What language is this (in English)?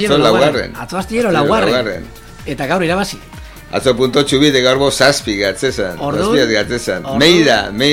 Basque